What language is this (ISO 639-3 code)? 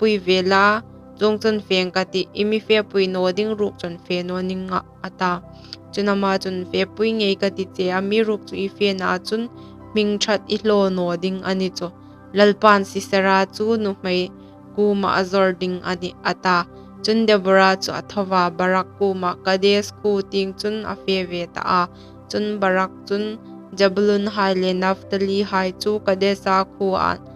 hmr